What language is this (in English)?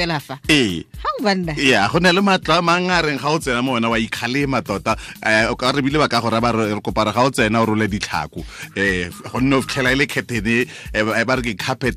Tswana